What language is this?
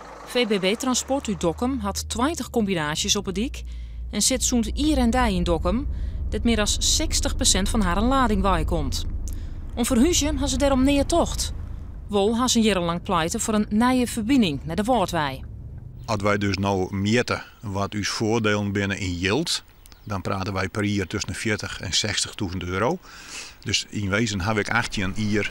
Western Frisian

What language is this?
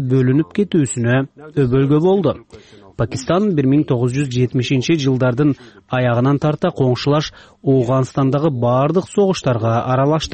Kyrgyz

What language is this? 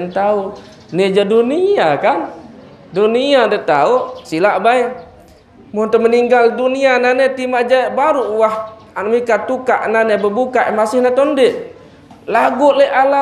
Sasak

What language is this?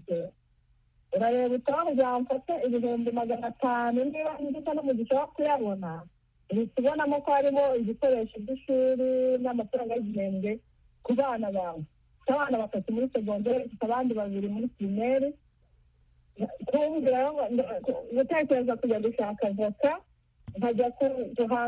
Kinyarwanda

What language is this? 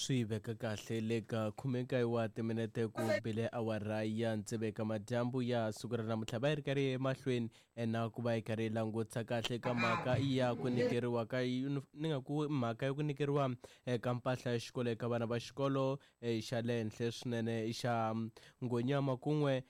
Tsonga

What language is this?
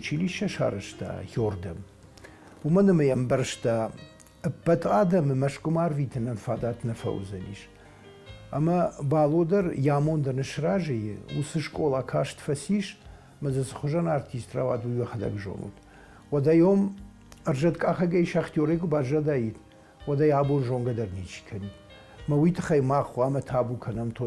Ossetic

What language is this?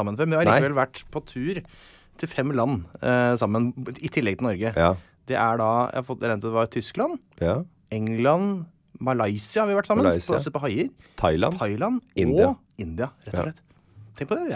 Norwegian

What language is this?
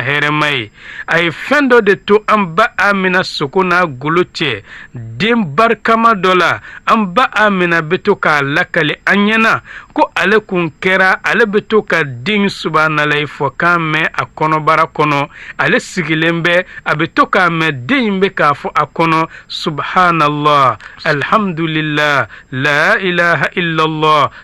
Bambara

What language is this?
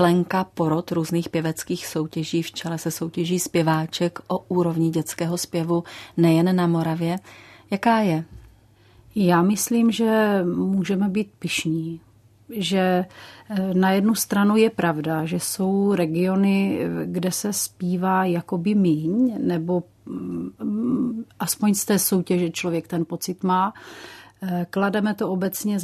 Czech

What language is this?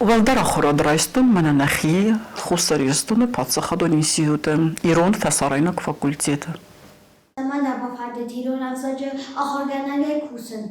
Ossetic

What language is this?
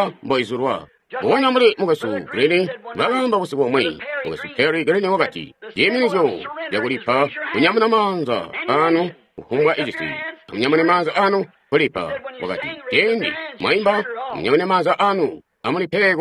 Tonga (Zambia)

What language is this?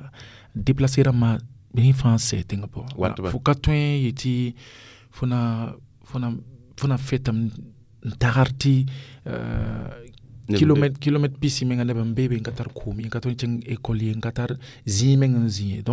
Mossi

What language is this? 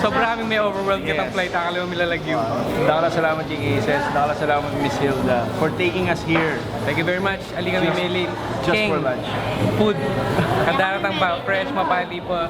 Pampanga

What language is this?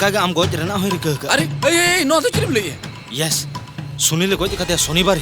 Santali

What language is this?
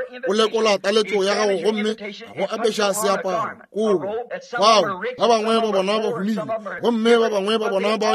Northern Sotho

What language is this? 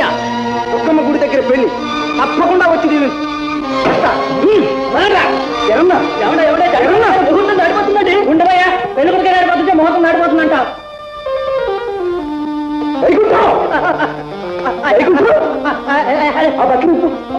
Telugu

